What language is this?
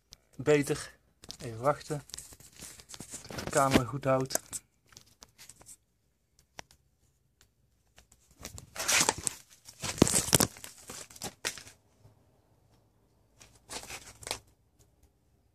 Dutch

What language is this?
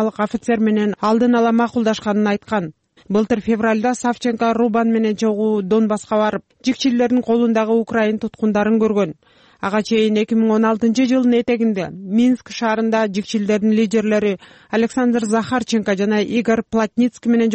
Kyrgyz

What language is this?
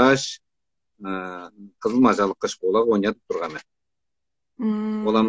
Tuvinian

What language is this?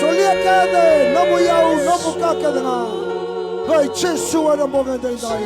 Fijian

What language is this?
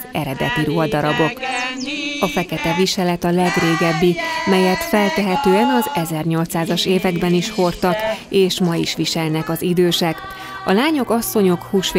Hungarian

